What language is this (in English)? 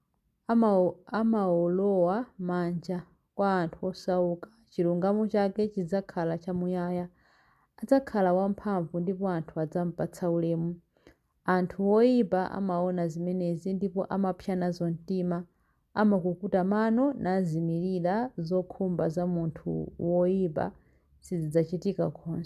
Nyanja